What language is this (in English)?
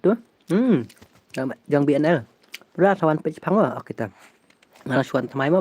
Khasi